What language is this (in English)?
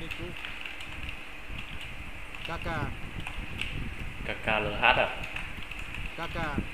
Vietnamese